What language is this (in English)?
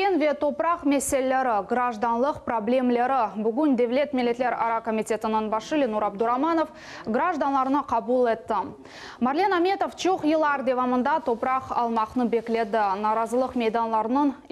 Crimean Tatar